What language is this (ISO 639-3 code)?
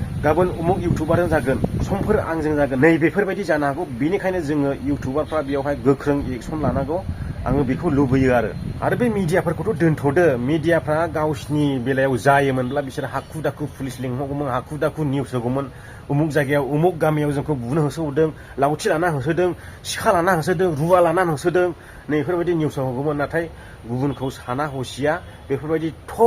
brx